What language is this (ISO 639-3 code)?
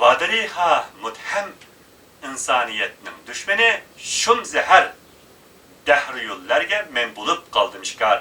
uig